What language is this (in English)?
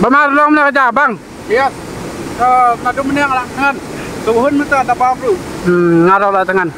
Khasi